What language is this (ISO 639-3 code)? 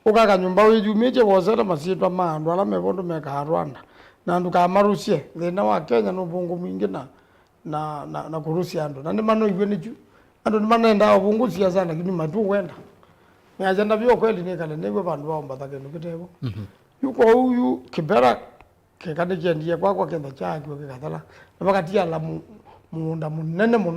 kam